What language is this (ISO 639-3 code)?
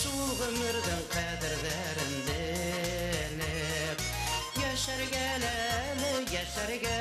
bak